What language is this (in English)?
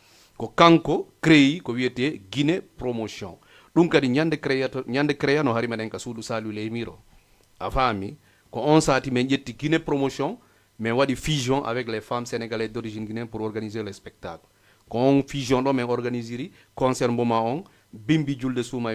Fula